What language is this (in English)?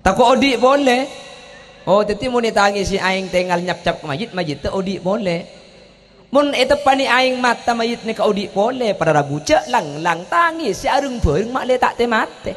Madurese